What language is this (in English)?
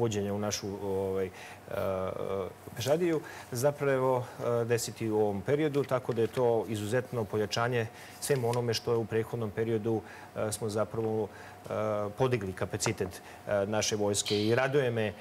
Serbian